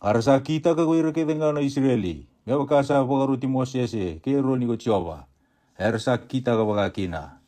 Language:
Fijian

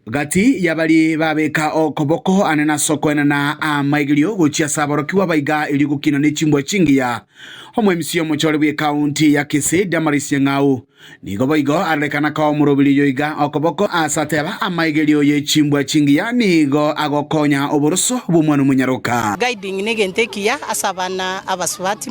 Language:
Gusii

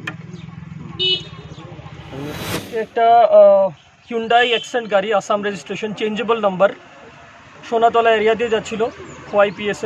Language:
Bangla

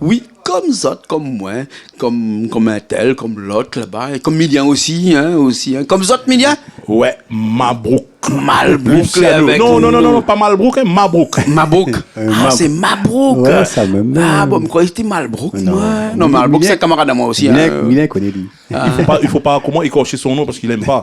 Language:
Réunion Creole French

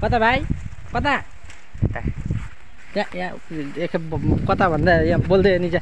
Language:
Nepali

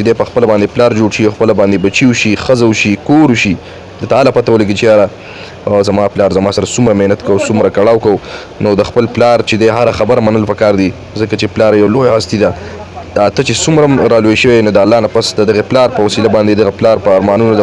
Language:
Pashto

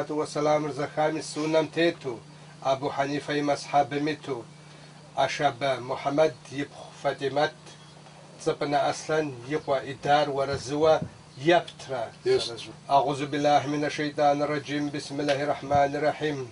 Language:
Kabardian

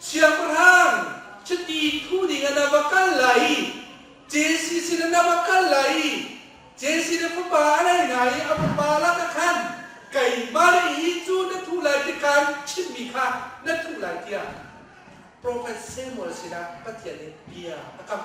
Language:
Hakha Chin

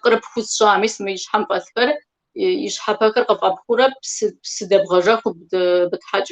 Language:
Kabardian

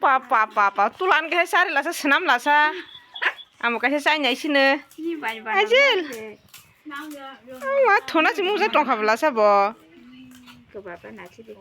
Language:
Kok Borok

